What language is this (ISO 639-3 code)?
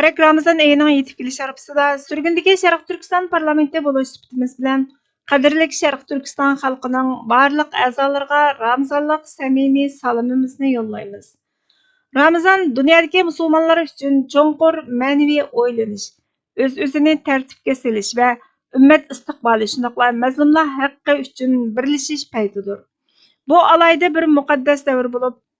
uig